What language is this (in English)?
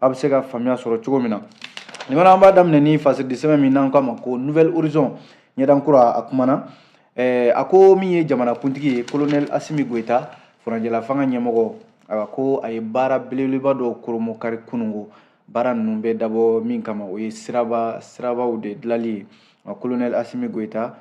Bambara